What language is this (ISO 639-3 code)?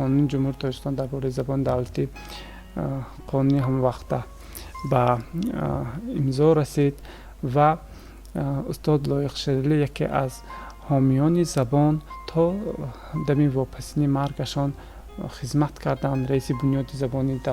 tgk